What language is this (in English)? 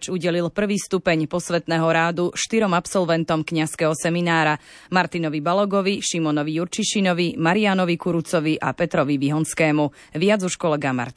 Slovak